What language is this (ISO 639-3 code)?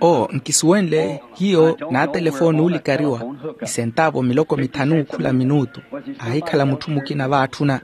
vmw